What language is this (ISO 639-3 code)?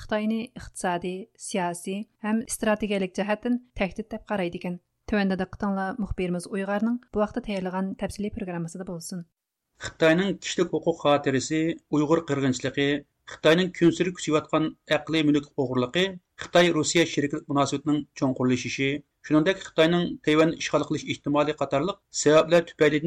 uig